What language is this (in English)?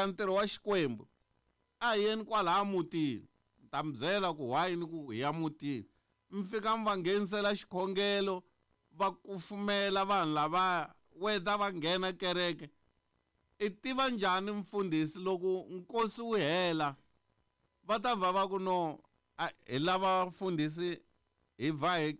Tsonga